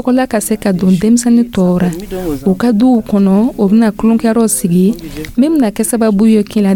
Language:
Dyula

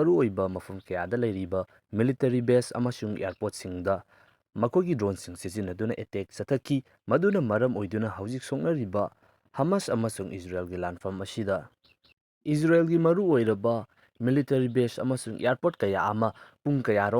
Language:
Manipuri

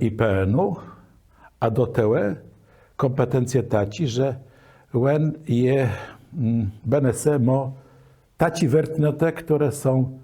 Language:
Kashubian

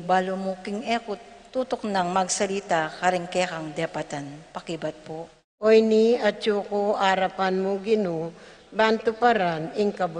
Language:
Pampanga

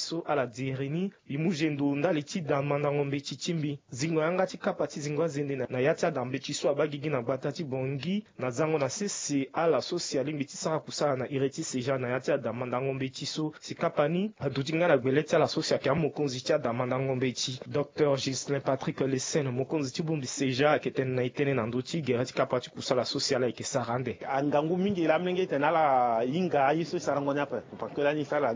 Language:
Sango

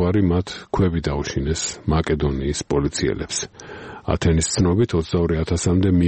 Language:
Georgian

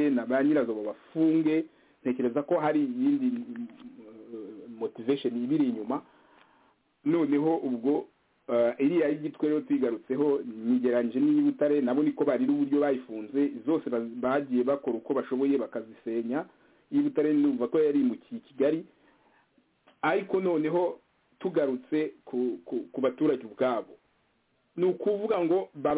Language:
Kinyarwanda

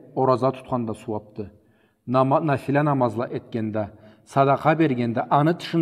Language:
Karachay-Balkar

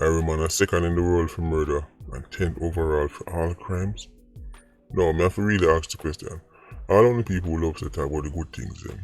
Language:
Jamaican Creole English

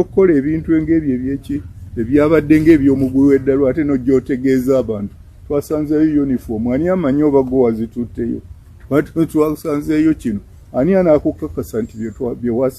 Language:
Ganda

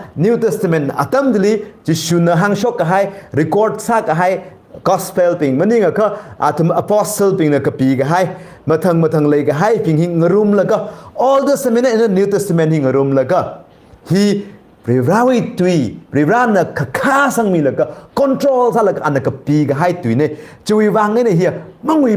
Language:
Tangkhul Naga (India)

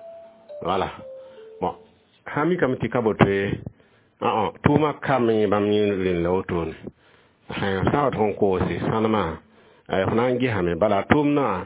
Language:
Mossi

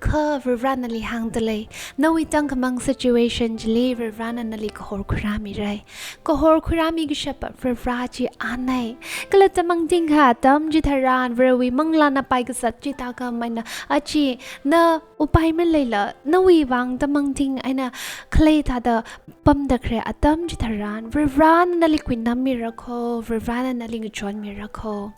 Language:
Tangkhul Naga (India)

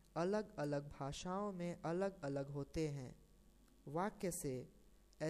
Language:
Hindi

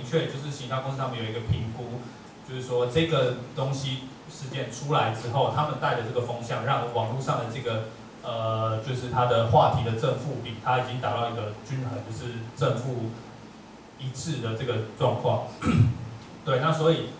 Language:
Chinese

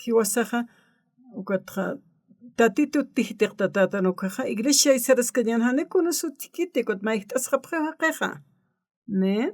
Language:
Aymara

